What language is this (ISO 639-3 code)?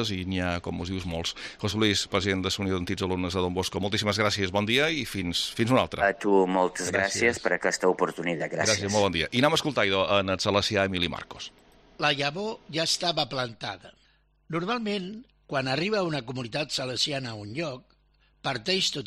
cat